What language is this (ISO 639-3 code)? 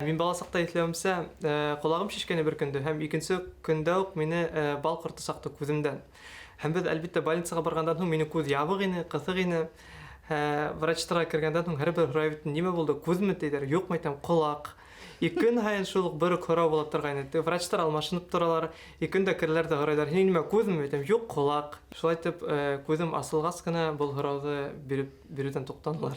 bak